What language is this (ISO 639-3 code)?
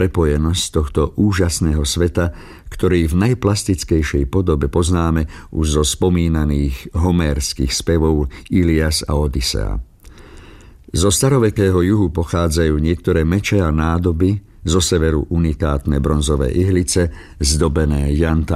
slk